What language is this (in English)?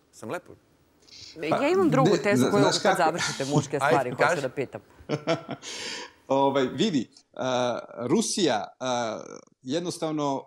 Serbian